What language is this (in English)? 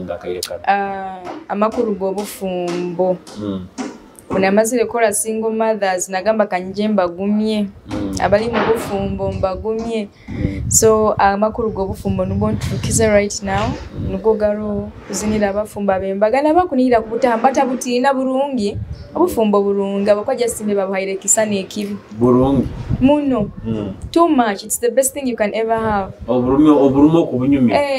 Nyoro